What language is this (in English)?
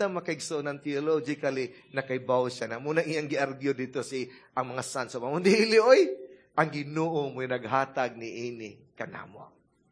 Cebuano